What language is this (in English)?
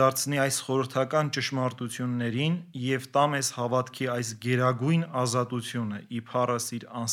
Armenian